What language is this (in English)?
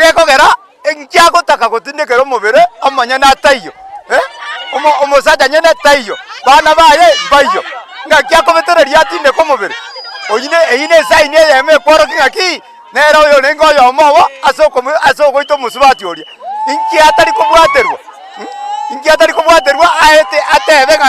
Gusii